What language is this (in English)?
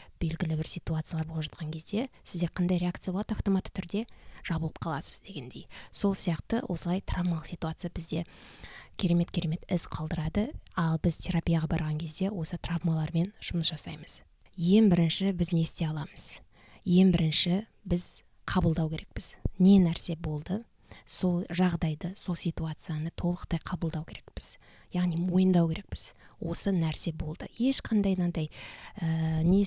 Kazakh